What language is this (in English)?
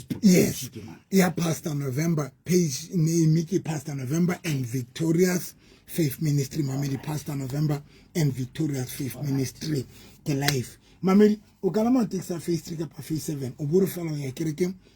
Southern Sotho